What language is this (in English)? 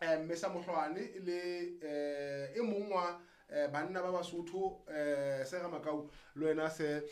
Southern Sotho